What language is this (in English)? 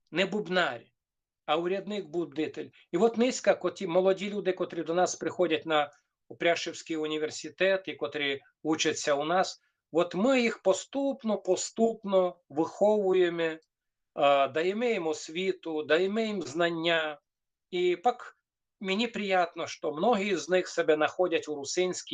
Rusyn